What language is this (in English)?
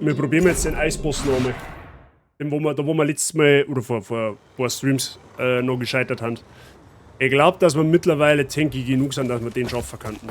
Bavarian